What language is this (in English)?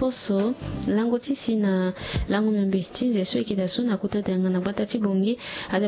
Sango